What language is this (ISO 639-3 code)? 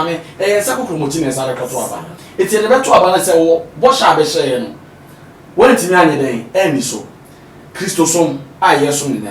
aka